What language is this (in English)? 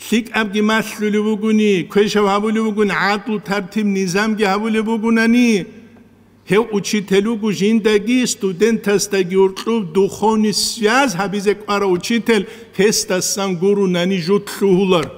Avaric